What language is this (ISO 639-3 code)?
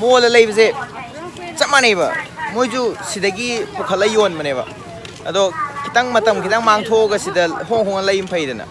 mni